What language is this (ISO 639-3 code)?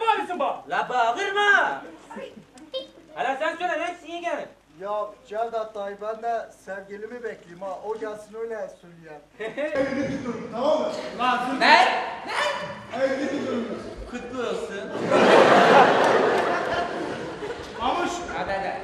tur